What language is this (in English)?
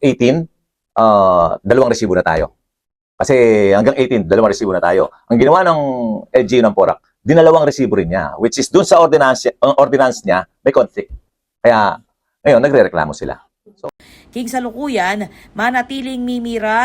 Pampanga